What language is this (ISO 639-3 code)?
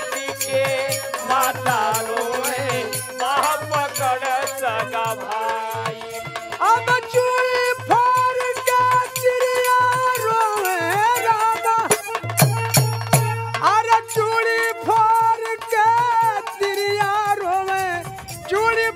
bho